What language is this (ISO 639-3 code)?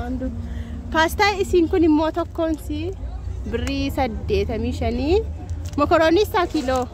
orm